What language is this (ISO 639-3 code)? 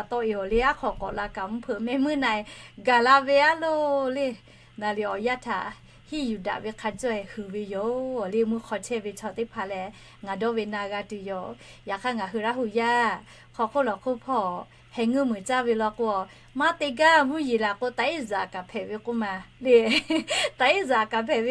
lhu